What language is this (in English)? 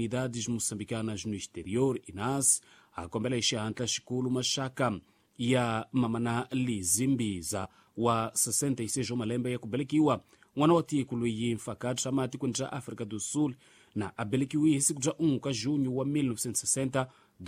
Tsonga